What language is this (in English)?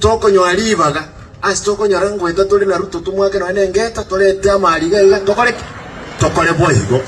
Gusii